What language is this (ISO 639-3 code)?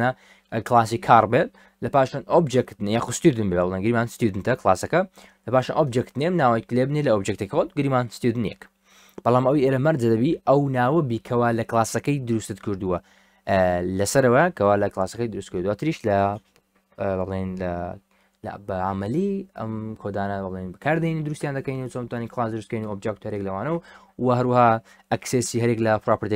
ckb